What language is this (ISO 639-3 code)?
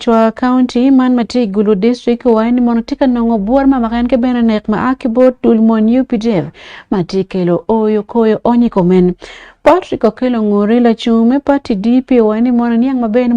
ach